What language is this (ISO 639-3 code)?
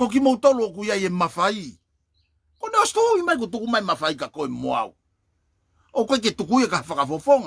ton